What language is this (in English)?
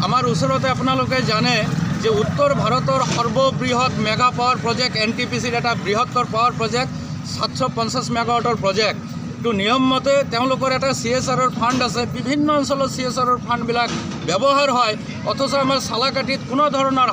Assamese